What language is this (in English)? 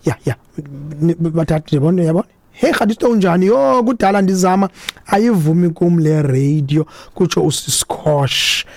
Xhosa